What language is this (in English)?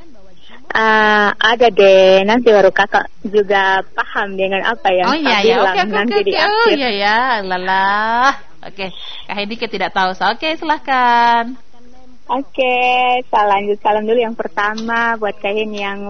Indonesian